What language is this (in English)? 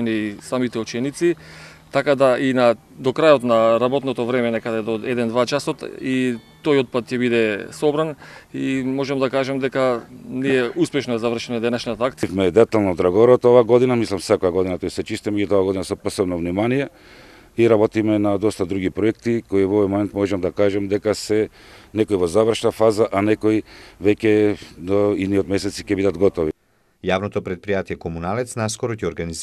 Macedonian